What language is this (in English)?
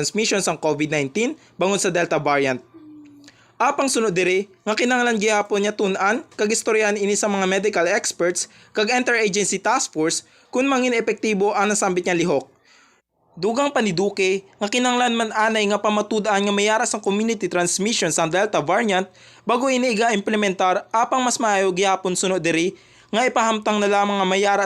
Hiligaynon